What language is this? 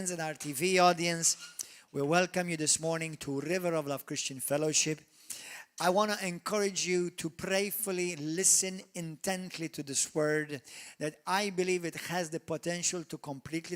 English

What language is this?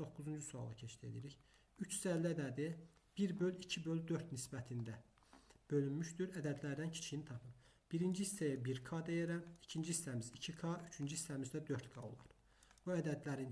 Azerbaijani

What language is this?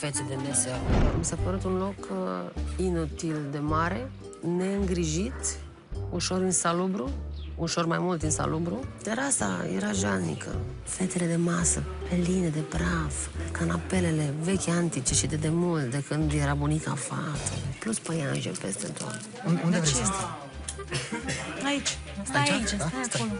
Romanian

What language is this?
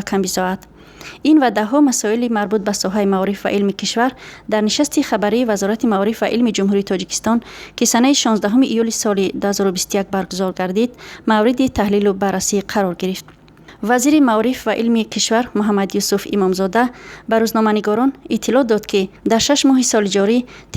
Tajik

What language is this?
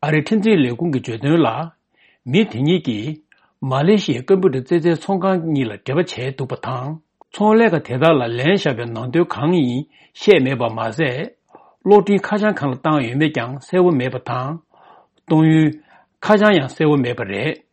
Tibetan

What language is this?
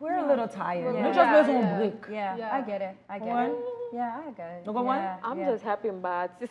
Haitian Creole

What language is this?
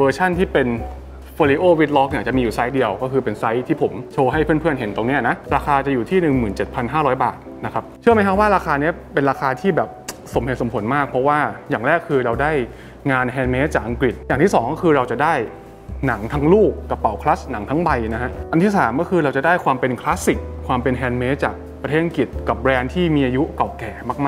Thai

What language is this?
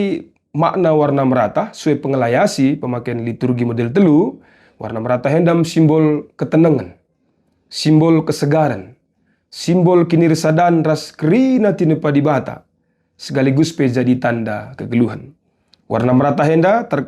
Batak Karo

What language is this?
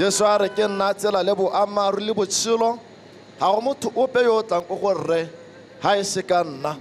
Tswana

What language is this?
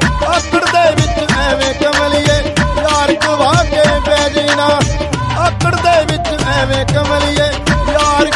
Punjabi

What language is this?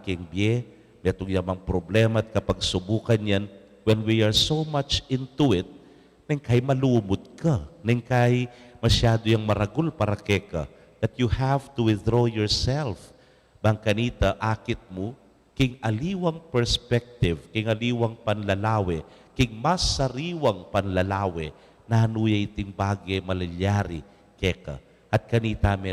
Pampanga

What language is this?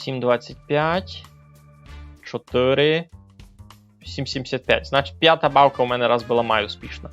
Rusyn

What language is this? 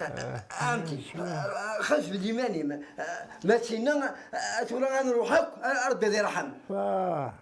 Kabyle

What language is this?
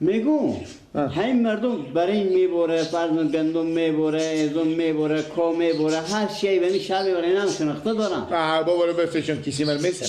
Persian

